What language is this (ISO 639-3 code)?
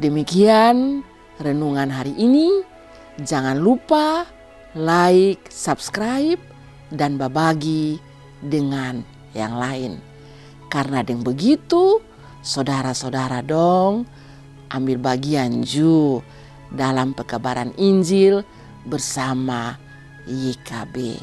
mkn